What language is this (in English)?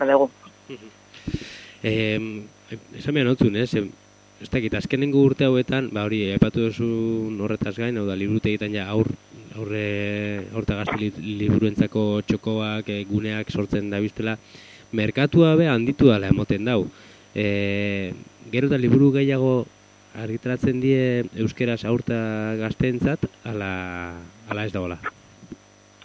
Basque